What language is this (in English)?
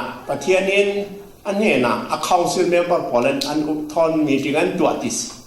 Falam Chin